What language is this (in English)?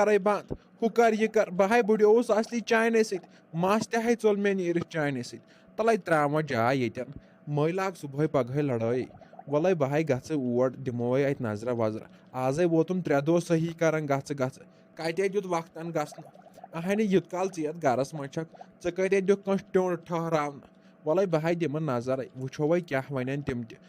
Kashmiri